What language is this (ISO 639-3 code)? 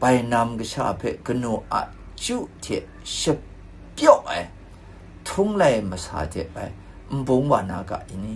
kac